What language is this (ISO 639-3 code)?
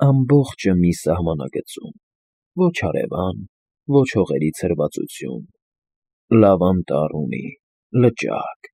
hye